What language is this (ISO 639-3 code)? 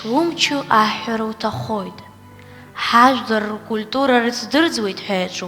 abk